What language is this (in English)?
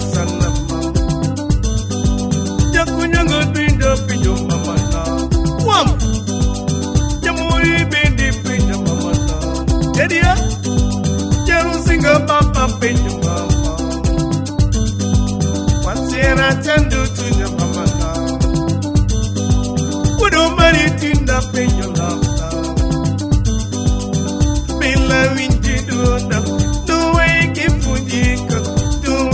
Swahili